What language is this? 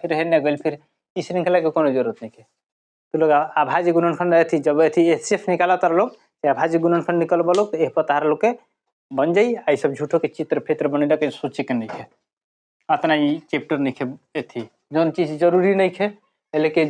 Bhojpuri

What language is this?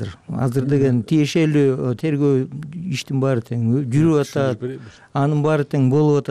Kyrgyz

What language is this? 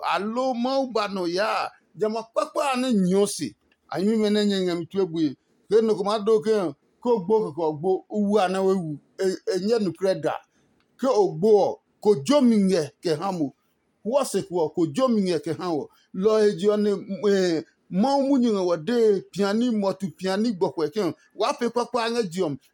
Adangme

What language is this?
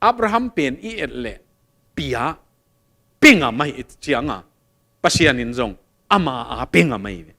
Tedim Chin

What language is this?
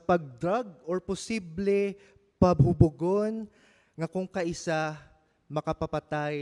Hiligaynon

